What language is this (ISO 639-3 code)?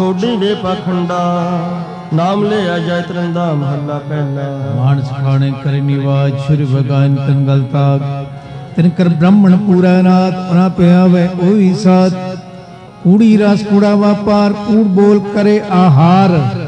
pan